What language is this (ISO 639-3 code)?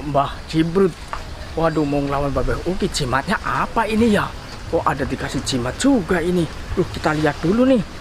bew